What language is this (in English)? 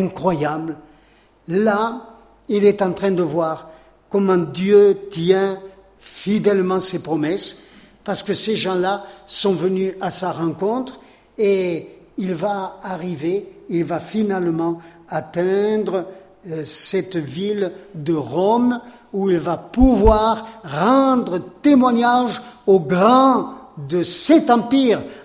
French